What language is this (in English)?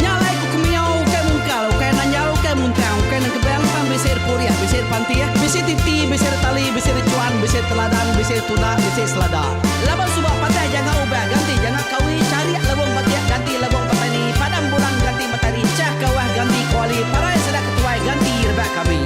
Iban